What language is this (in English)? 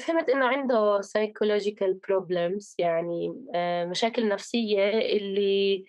North Levantine Arabic